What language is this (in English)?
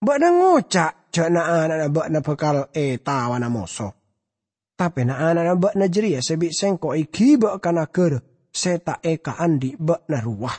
Madurese